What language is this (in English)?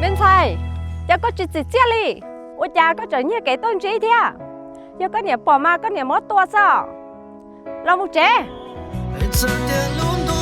Hmong